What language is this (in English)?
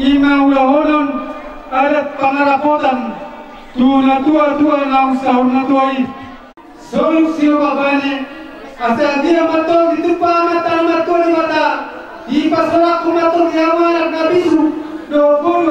Batak Toba